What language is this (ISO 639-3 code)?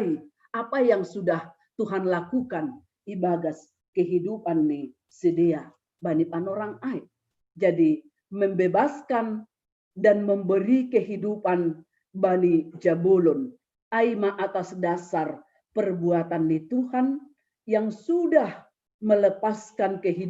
bts